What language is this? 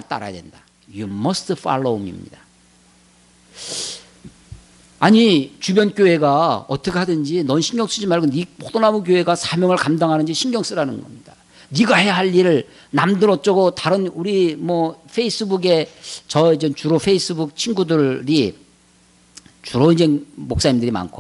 Korean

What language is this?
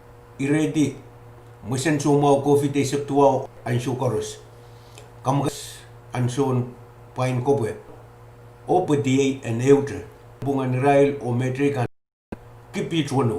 Pohnpeian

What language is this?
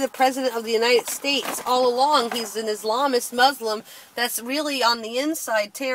English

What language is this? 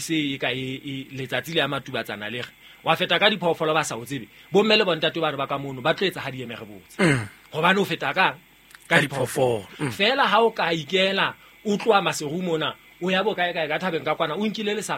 Southern Sotho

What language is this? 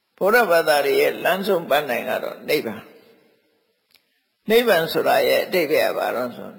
Burmese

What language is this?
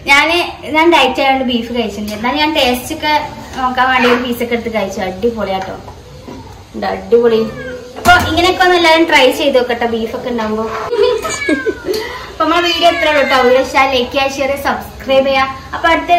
Malayalam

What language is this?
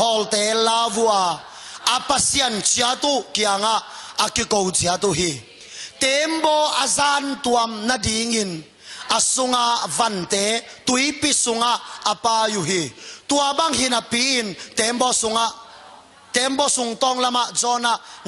Tedim Chin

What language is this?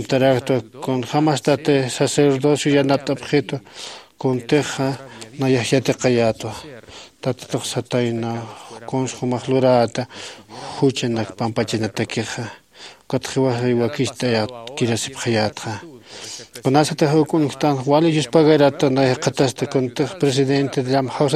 Aymara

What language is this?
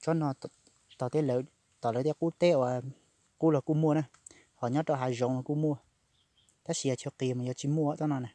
Hmong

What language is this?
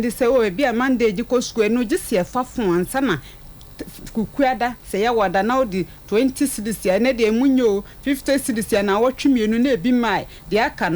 Akan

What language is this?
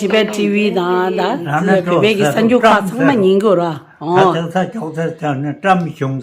Tibetan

